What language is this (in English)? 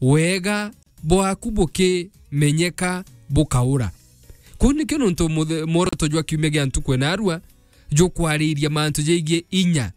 Meru